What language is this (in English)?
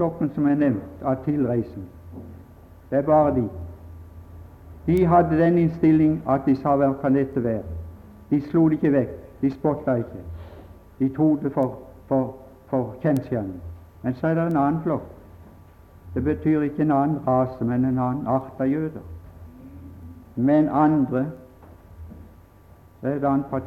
Norwegian